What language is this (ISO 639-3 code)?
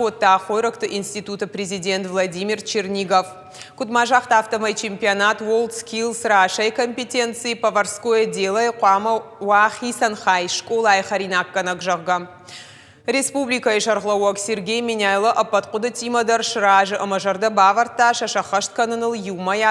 oss